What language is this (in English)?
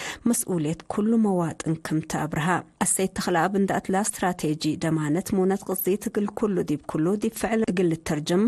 Tigre